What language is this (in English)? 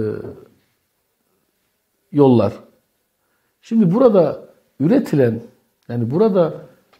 Turkish